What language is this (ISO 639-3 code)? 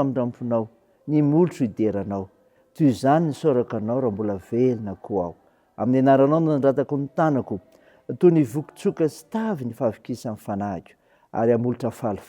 mlg